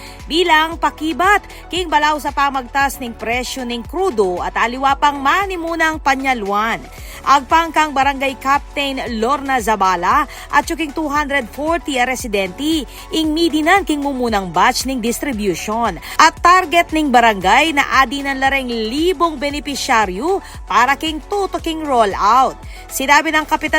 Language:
Pampanga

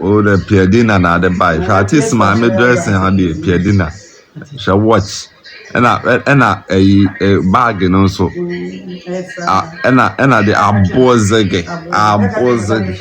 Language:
Akan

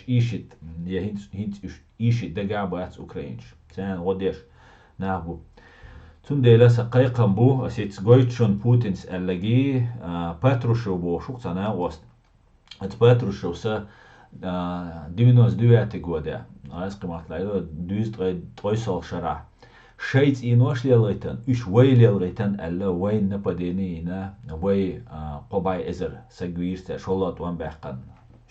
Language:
Chechen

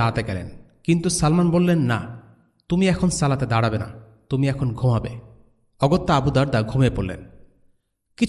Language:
Bangla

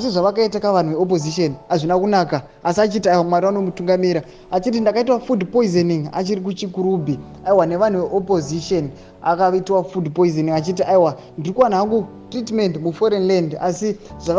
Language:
Shona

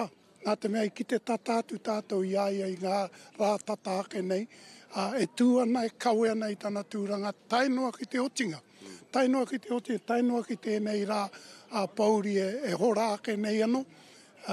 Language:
Māori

